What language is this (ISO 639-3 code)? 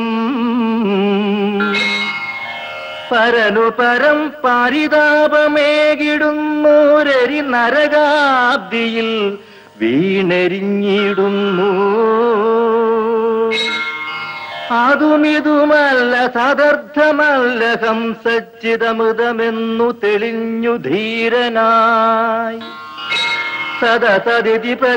mal